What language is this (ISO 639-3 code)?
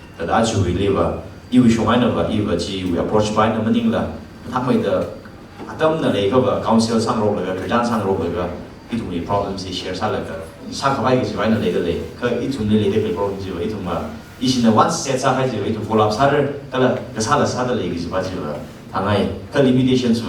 nmf